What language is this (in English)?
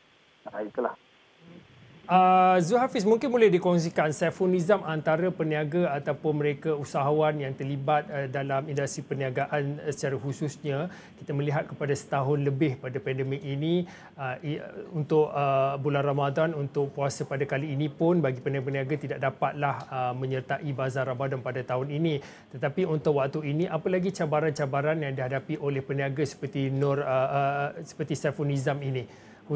Malay